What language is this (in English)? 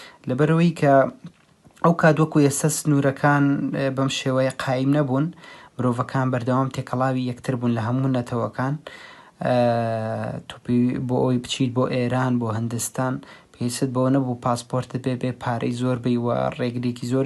Central Kurdish